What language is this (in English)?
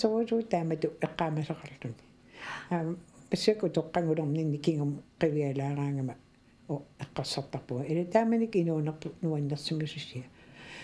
Kalaallisut